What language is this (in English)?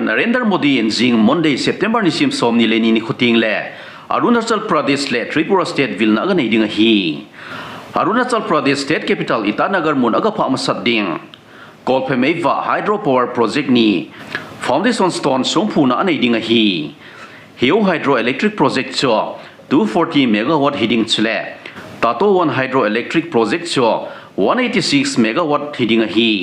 Thado Chin